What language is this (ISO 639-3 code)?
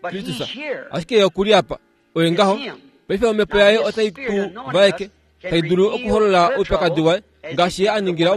kua